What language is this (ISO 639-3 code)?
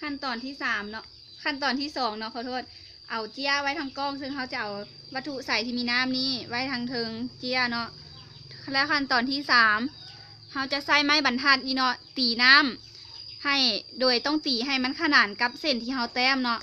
lao